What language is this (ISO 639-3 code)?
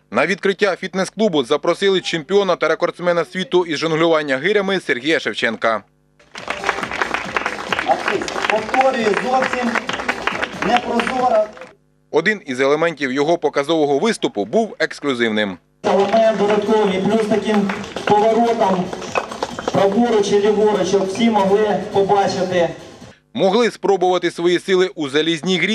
ukr